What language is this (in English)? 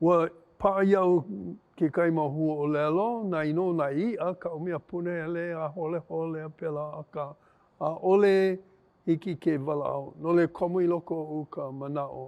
Hawaiian